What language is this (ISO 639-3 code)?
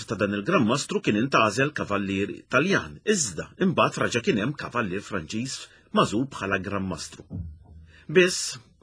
mlt